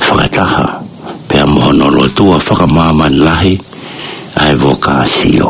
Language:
Tongan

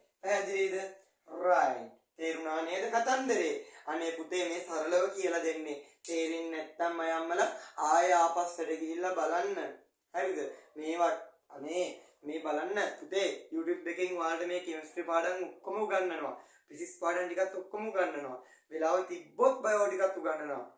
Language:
Sinhala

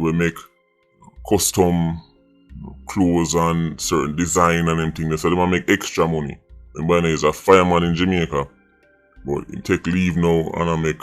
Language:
Jamaican Creole English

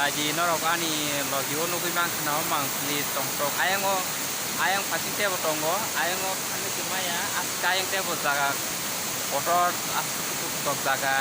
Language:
Kok Borok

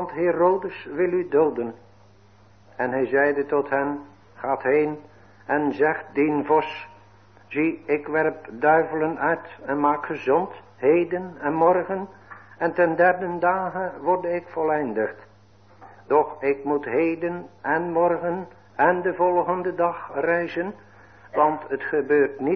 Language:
Dutch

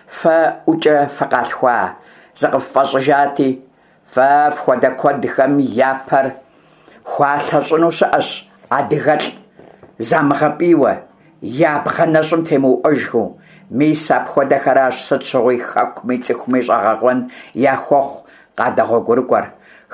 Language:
Kabardian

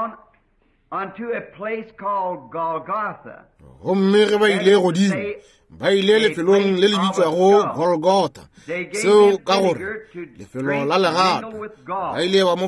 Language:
Northern Sotho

